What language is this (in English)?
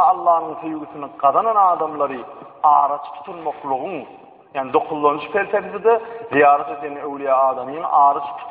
Turkmen